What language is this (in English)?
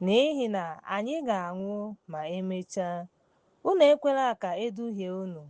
Igbo